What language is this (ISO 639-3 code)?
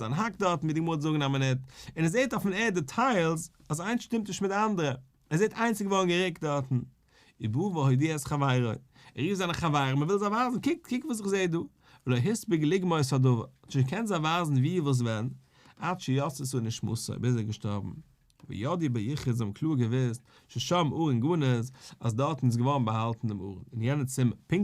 yid